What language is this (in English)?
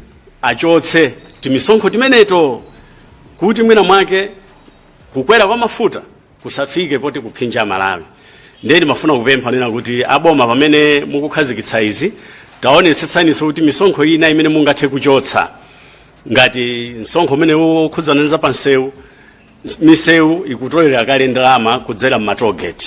Nyanja